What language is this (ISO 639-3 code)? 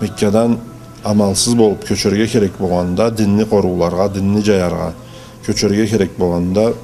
krc